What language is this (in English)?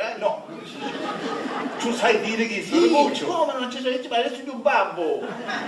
Sicilian